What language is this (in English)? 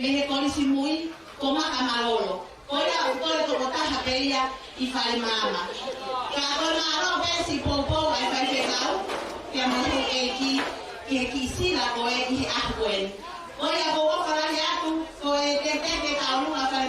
Tongan